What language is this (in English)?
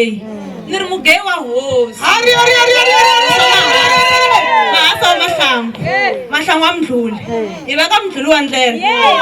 Tsonga